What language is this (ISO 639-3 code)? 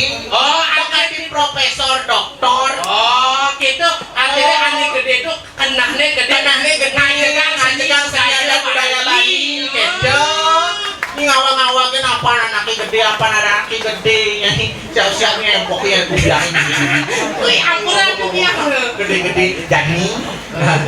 ban